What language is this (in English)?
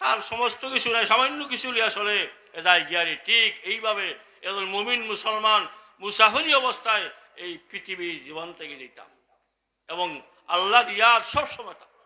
Sylheti